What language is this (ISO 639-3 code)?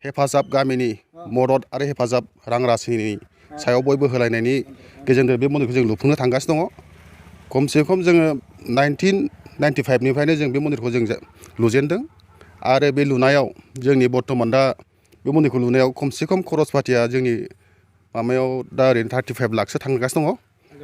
brx